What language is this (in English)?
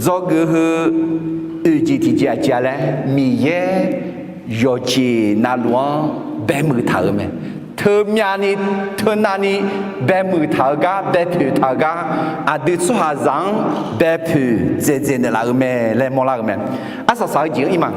Akha